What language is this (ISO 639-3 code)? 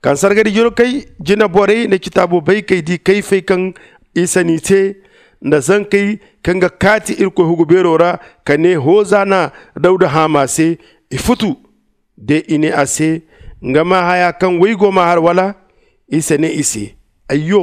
dje